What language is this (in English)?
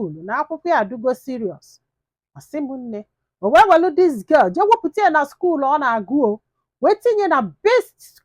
Igbo